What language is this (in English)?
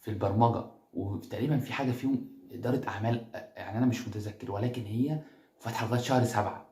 Egyptian Arabic